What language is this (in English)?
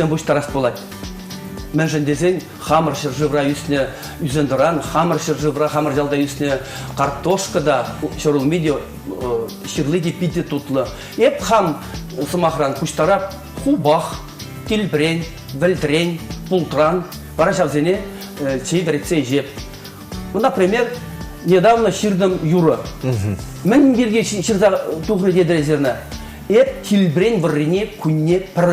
Chuvash